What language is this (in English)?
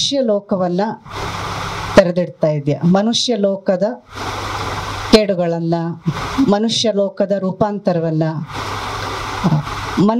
Kannada